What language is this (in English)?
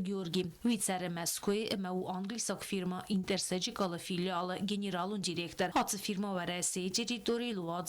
Ossetic